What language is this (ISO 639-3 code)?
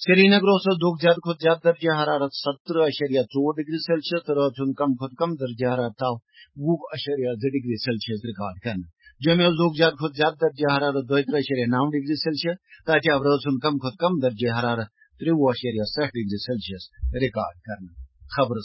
kas